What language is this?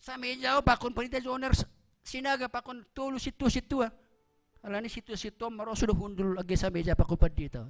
Batak Simalungun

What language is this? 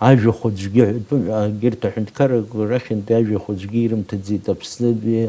Abkhazian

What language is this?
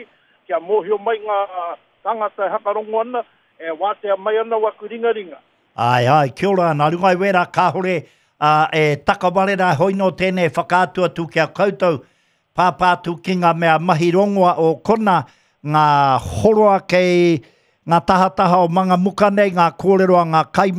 Māori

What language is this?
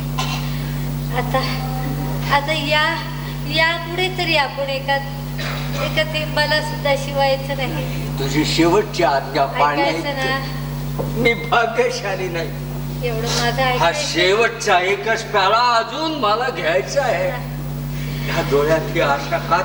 Marathi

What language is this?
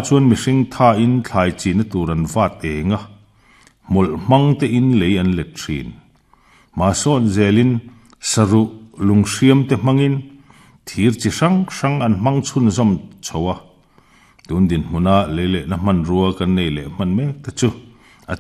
Mizo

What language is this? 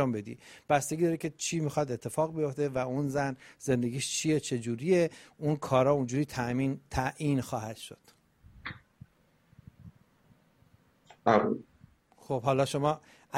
Persian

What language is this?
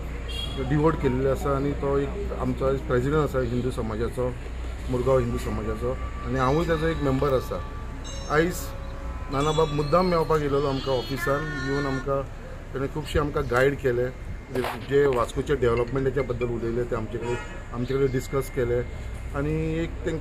Konkani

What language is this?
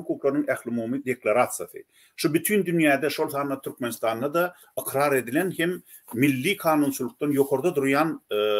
Turkmen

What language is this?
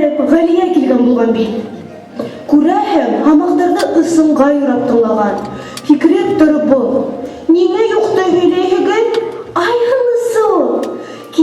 Bashkir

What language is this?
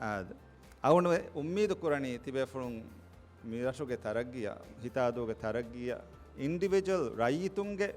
Divehi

